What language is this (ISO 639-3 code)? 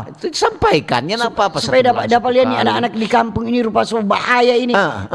xmm